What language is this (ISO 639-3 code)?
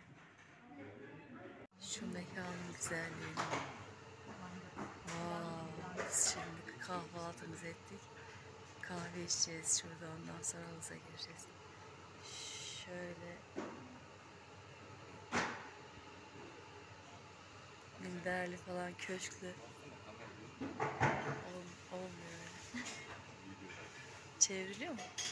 tur